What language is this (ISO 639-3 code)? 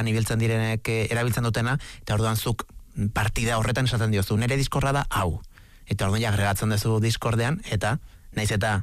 eus